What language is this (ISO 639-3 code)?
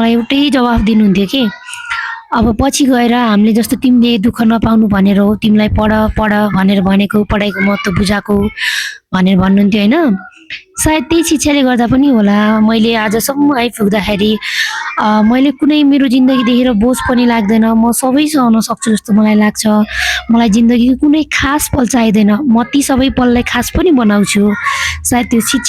nep